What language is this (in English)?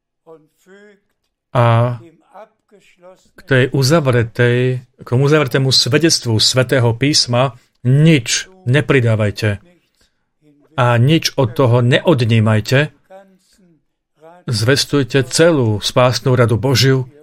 Slovak